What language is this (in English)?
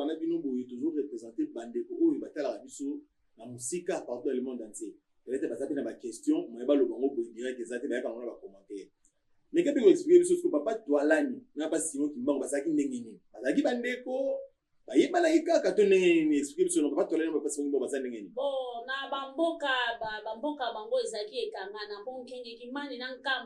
Lingala